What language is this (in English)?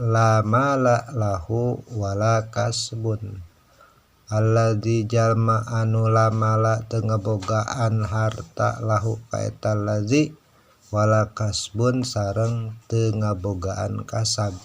Sundanese